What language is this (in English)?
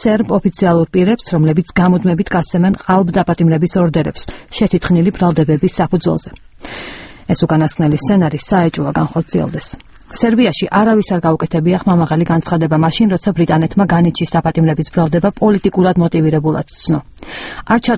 Georgian